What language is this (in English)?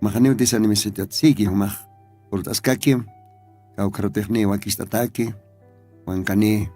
Aymara